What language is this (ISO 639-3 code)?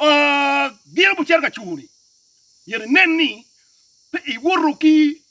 ach